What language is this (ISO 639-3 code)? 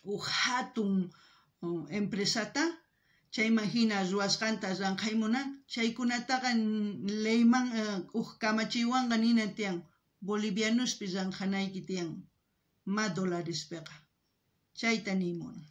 quh